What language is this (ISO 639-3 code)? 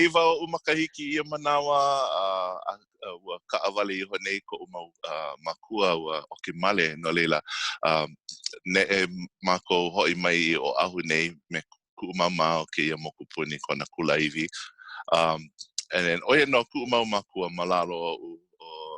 haw